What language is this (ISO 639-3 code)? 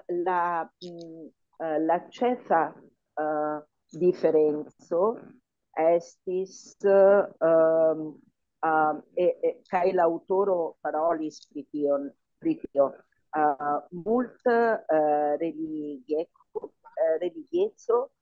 epo